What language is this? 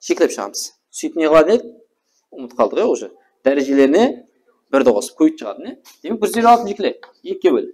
Kara-Kalpak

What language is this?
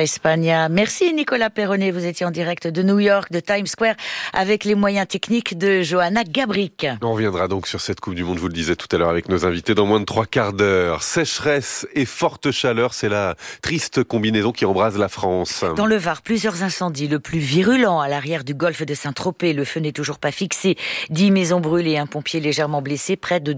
French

